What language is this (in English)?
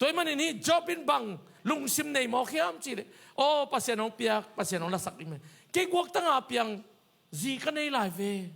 Tedim Chin